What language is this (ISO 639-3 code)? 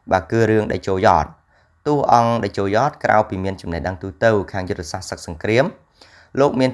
khm